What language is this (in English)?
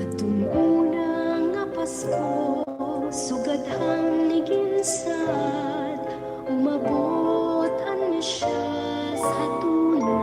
Waray